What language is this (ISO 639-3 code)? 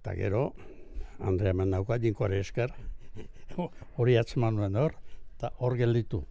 eus